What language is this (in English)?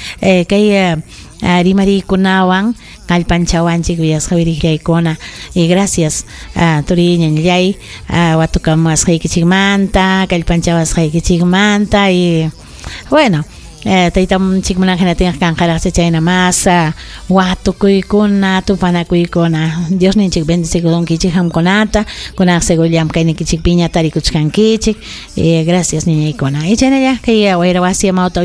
Ayacucho Quechua